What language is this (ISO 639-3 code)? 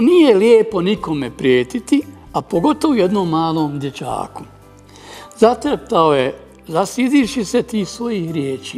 bos